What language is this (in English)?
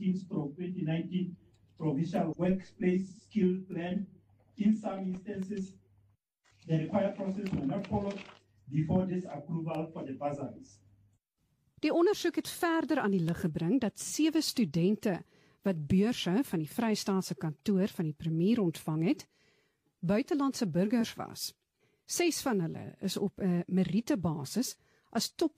Afrikaans